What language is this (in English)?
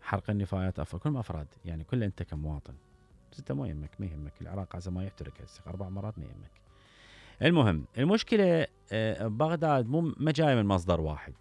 Mesopotamian Arabic